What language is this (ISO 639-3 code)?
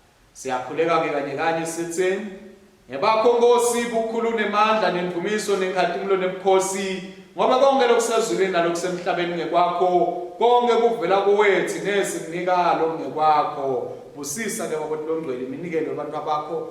ssw